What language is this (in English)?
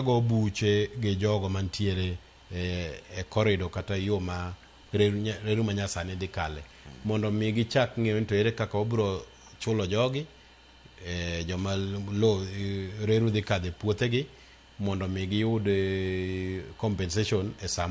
Luo (Kenya and Tanzania)